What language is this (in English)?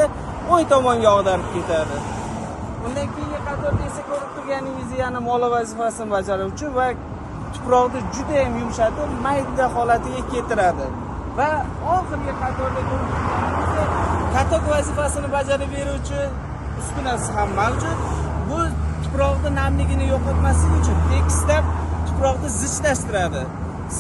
Uzbek